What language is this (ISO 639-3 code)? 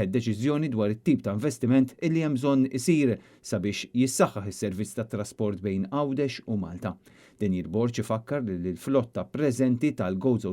mlt